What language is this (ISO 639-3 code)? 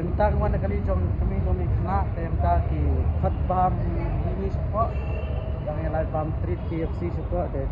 kha